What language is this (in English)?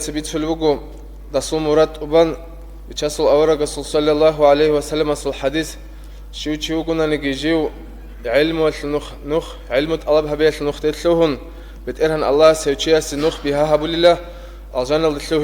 Avaric